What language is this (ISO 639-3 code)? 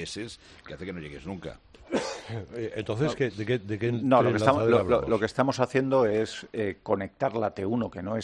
spa